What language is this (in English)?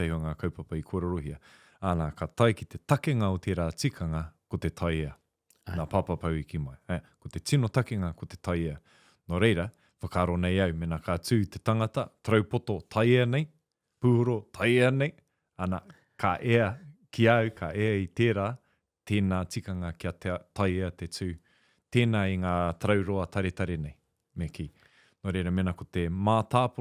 Māori